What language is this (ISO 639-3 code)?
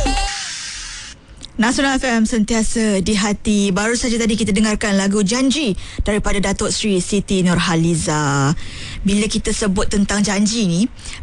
msa